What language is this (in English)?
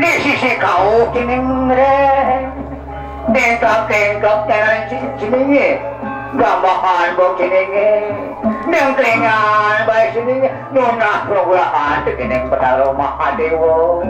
Balinese